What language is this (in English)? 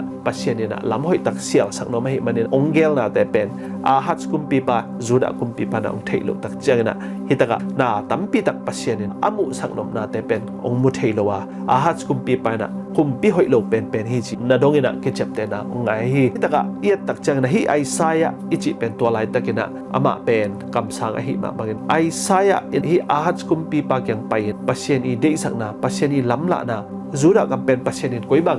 Tedim Chin